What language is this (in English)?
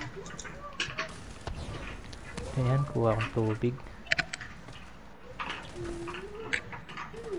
Filipino